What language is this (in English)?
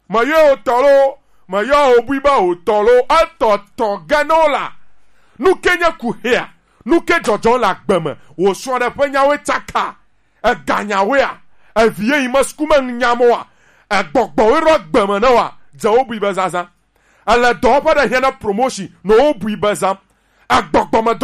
Gen